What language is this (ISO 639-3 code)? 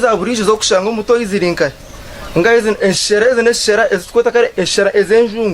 nyn